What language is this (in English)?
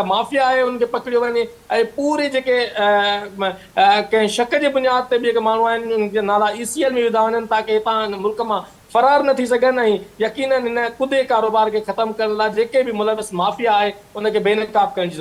Sindhi